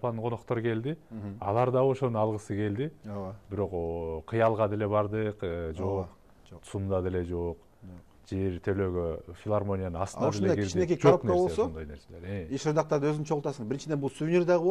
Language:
Kyrgyz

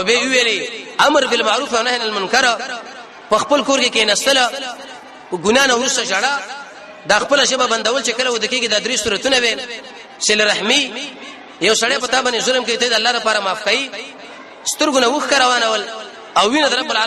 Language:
Pashto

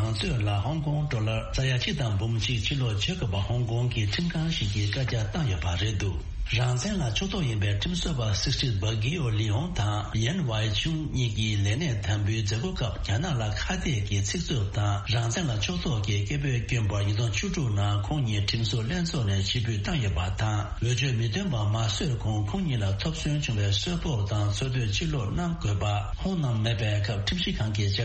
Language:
Tibetan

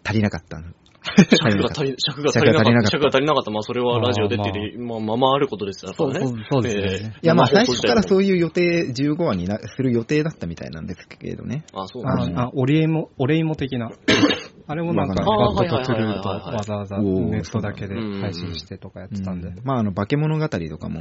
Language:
Japanese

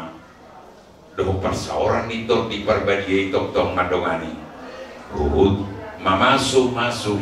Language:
Batak Toba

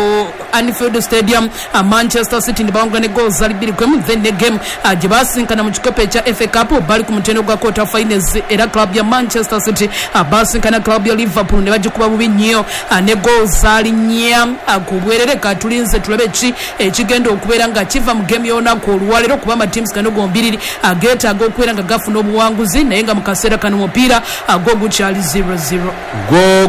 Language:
Ganda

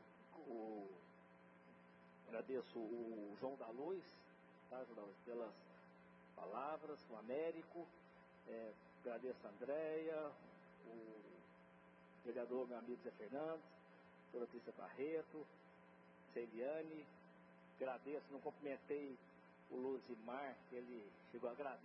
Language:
Portuguese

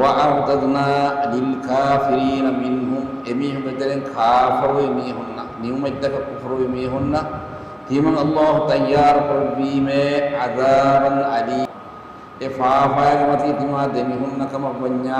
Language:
Divehi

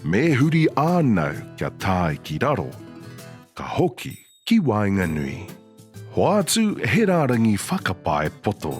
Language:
Māori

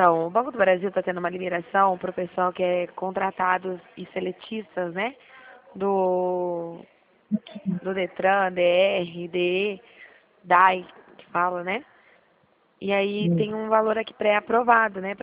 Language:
Portuguese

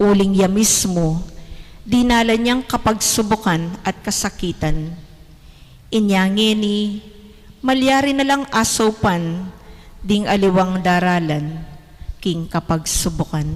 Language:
Pampanga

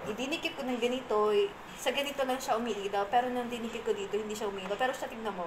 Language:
Filipino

